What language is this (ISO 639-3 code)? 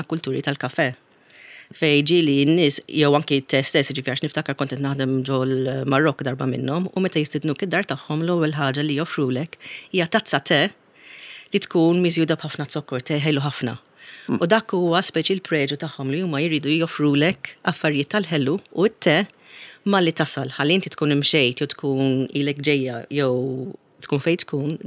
mlt